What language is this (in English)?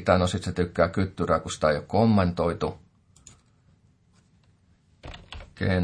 Finnish